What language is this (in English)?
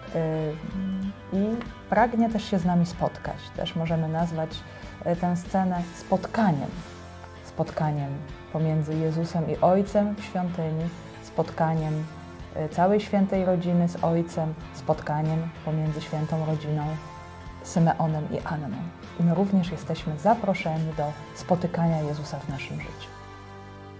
Polish